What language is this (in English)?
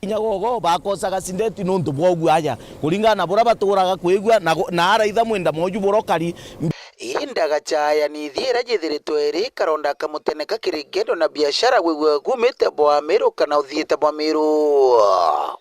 Meru